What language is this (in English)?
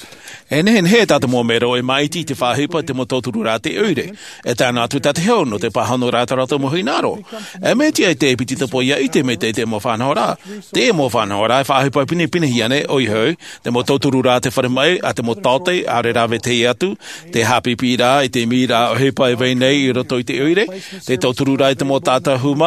Tahitian